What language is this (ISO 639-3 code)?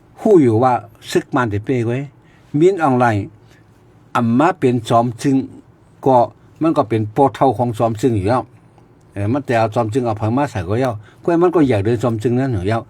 shn